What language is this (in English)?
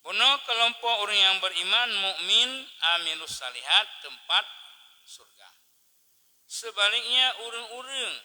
Achinese